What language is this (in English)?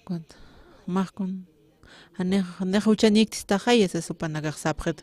Aymara